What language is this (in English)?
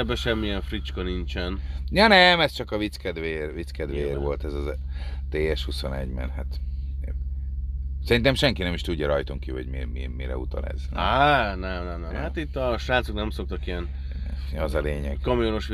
Hungarian